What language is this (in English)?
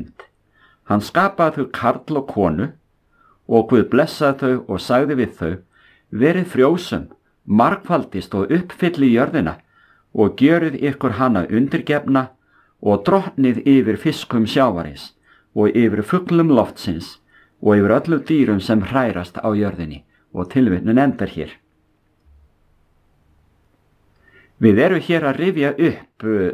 Icelandic